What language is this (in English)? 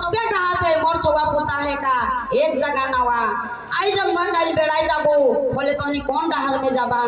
Sadri